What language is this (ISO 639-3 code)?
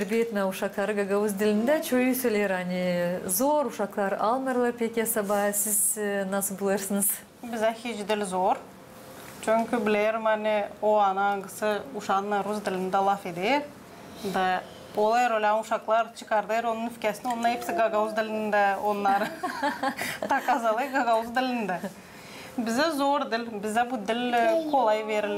gag